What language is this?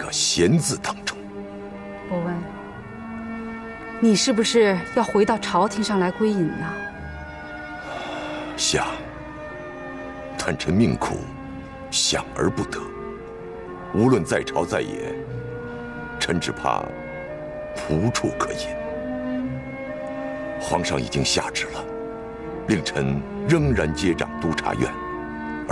Chinese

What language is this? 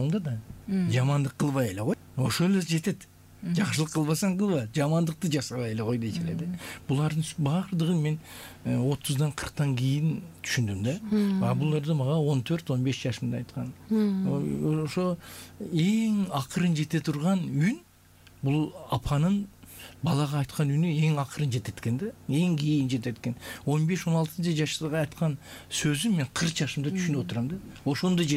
Kyrgyz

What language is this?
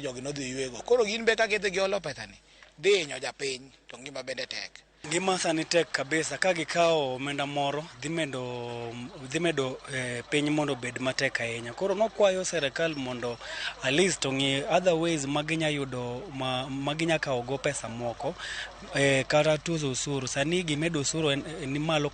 Luo (Kenya and Tanzania)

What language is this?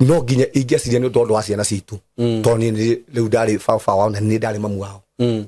Kikuyu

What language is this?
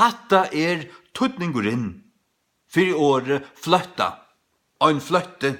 Faroese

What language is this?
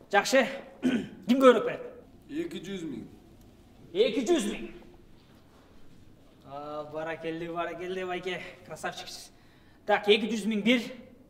Kyrgyz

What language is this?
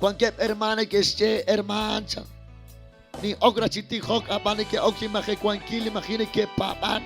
Kekchí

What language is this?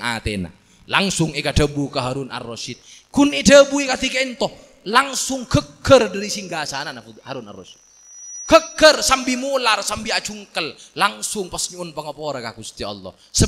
Madurese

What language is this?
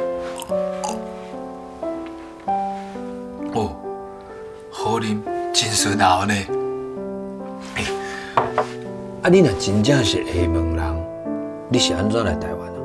Min Nan Chinese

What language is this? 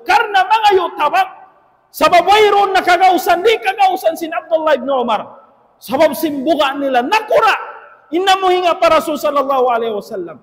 Tausug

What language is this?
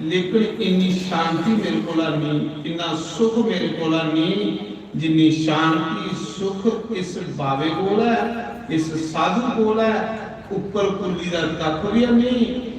Dogri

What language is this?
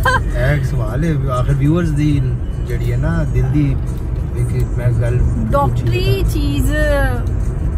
Punjabi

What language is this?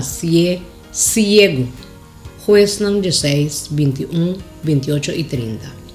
Papiamento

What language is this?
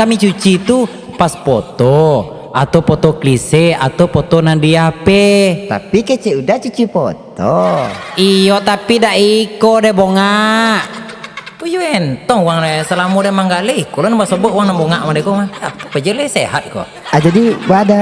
Minangkabau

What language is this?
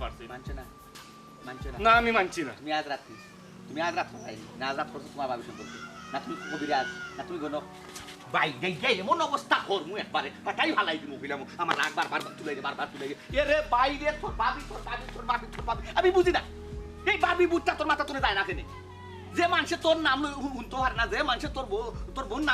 Sylheti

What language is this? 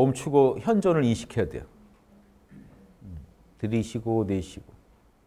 Korean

